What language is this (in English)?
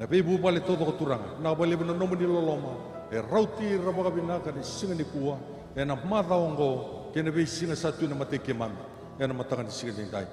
Fijian